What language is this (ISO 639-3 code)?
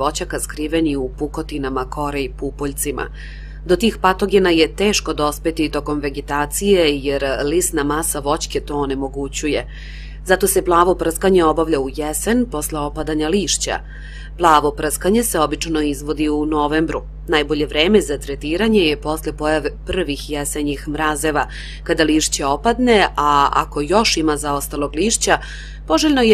srp